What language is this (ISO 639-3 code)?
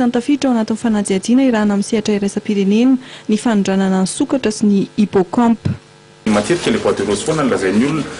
mlg